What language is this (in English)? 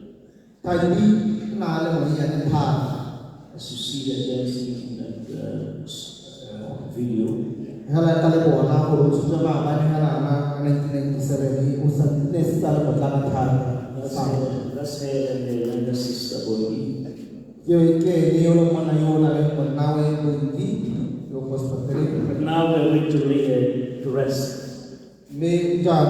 Tswana